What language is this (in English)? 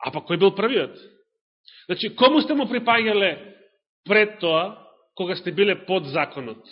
Macedonian